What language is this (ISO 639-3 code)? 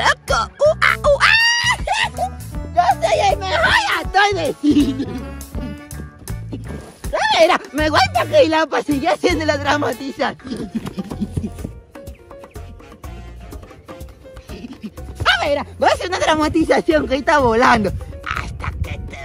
spa